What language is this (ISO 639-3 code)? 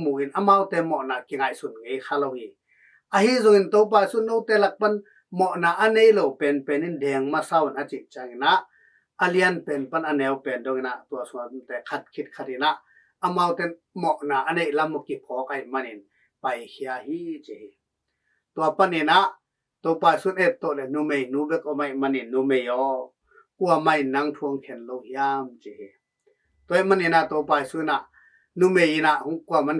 ctd